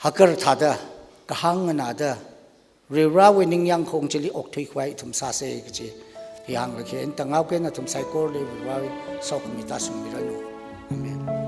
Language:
Tangkhul Naga (India)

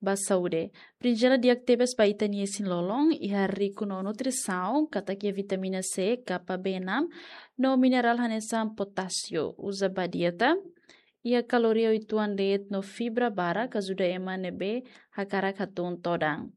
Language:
Tetum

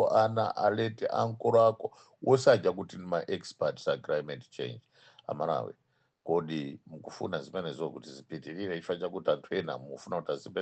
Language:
Nyanja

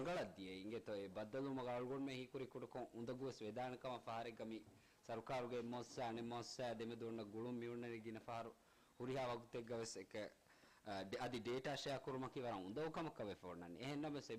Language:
Divehi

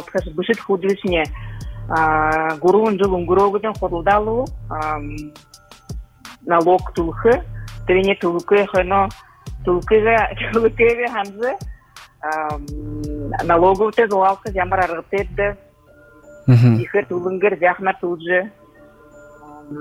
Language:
Buriat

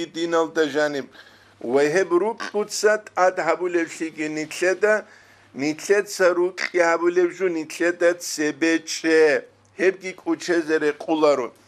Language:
Avaric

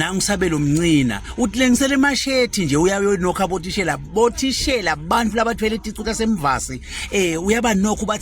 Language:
Swati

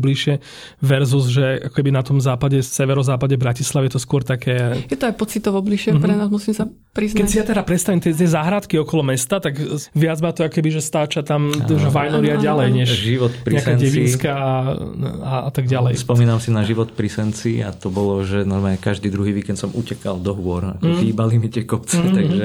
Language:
Slovak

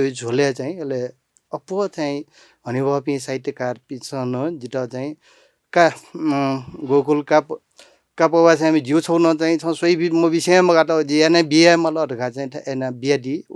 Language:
Newari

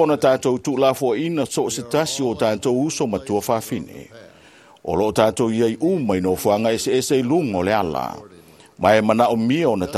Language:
Samoan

